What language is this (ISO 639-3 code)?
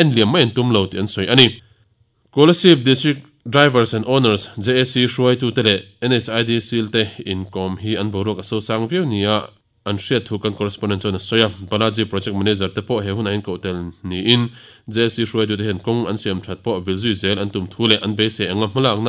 lus